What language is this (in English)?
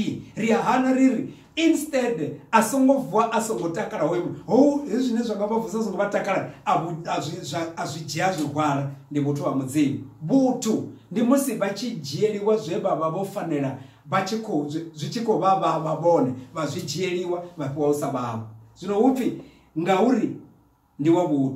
Venda